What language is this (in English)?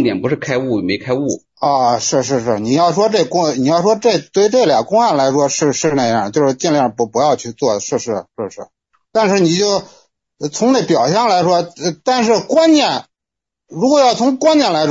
Chinese